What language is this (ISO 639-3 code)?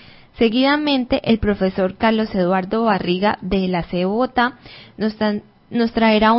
spa